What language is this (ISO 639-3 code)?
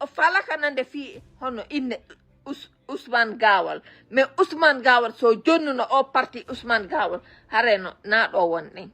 ful